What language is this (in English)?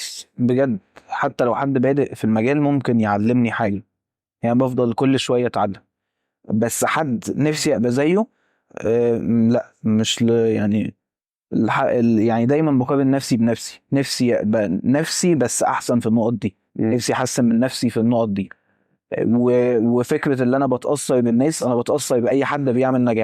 Egyptian Arabic